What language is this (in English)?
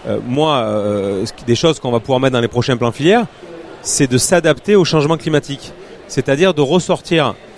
French